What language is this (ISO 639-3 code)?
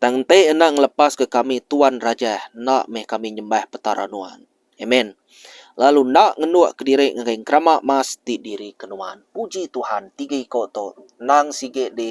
iba